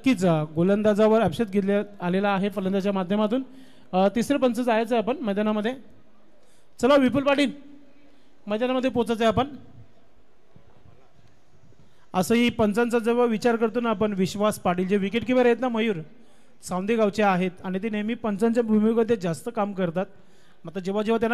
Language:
Marathi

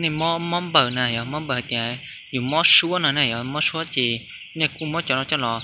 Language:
Hmong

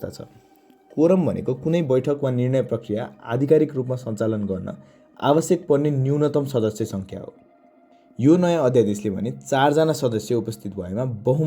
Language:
Nepali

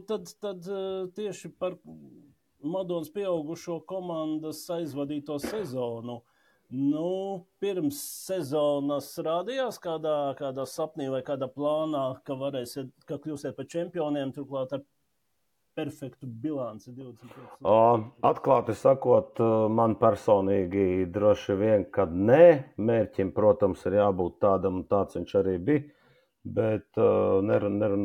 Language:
Latvian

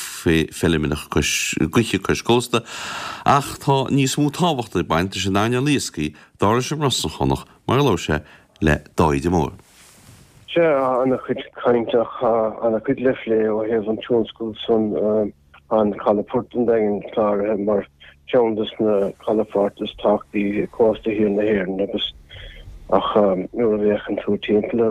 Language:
Irish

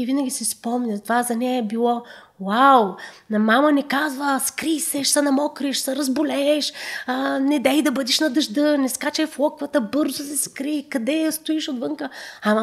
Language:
Bulgarian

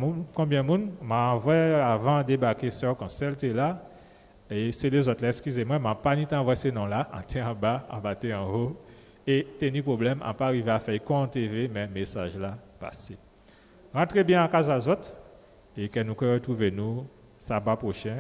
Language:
Guadeloupean Creole French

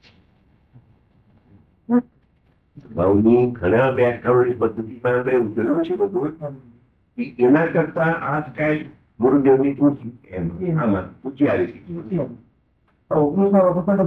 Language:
Gujarati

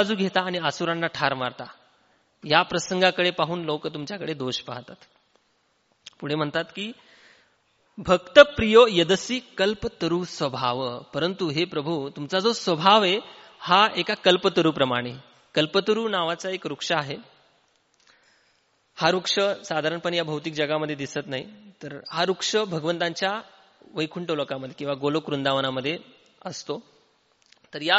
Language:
Marathi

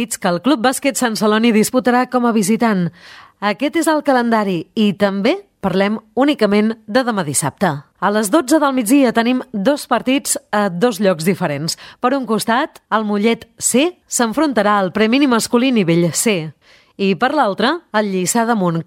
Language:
Catalan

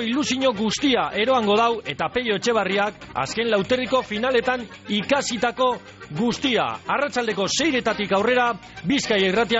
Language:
Basque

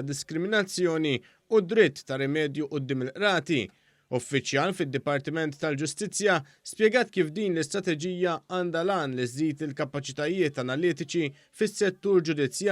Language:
Maltese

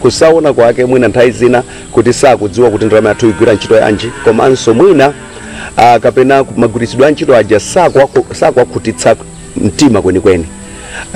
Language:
Nyanja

